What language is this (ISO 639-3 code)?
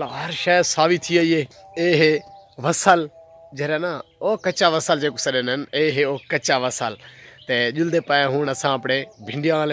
skr